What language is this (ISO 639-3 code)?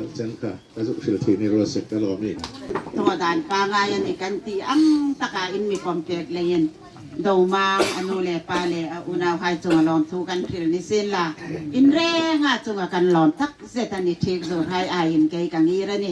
hmr